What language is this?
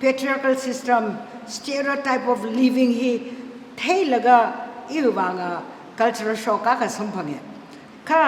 Tangkhul Naga (India)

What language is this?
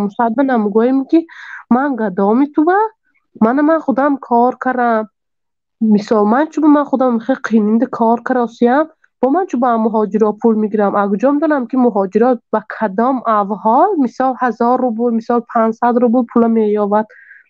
Tajik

